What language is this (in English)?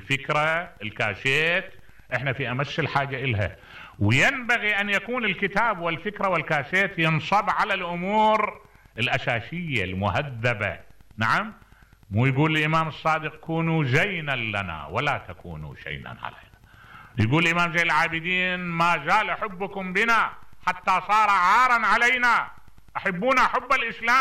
Mesopotamian Arabic